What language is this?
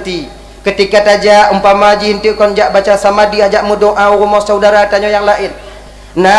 Achinese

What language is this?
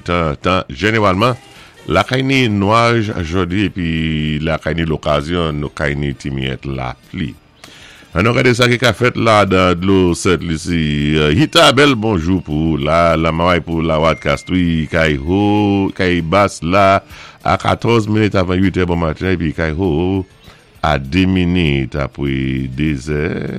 Saint Lucian Creole French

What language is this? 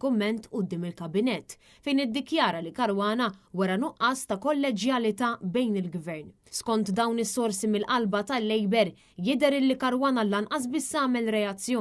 Maltese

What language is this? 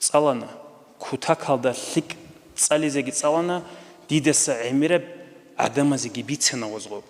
Avaric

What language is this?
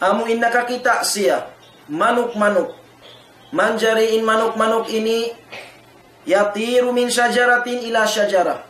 Tausug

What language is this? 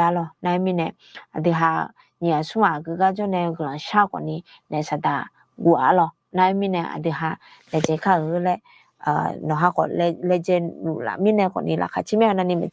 Akha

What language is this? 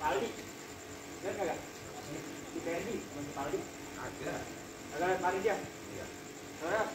Betawi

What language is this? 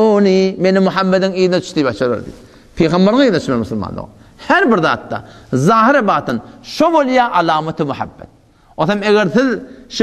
Turkmen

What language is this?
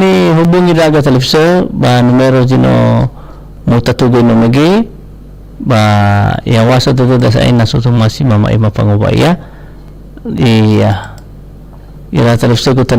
Nias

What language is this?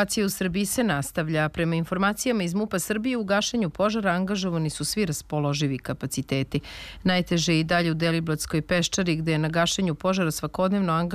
Serbian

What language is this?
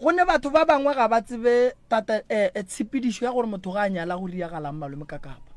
Northern Sotho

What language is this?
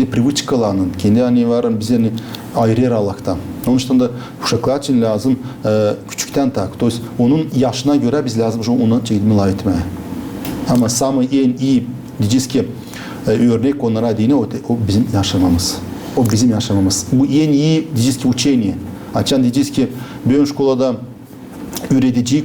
Gagauz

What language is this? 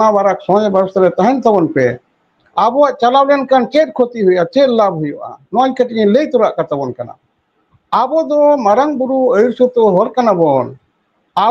Santali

